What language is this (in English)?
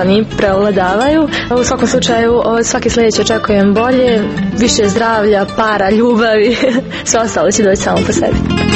Croatian